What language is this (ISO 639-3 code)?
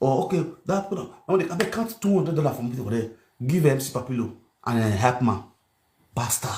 pcm